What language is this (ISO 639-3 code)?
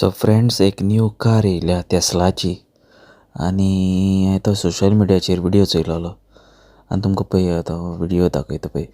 kok